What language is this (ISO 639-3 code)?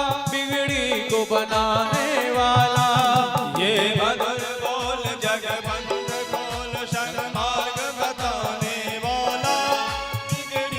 mai